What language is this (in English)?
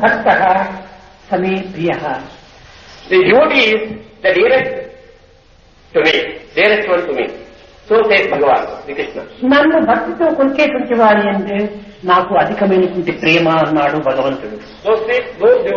Telugu